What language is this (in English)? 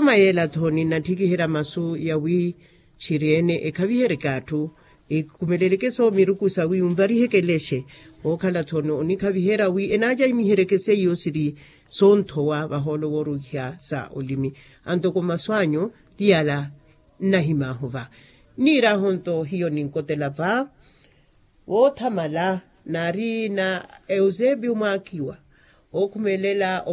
Makhuwa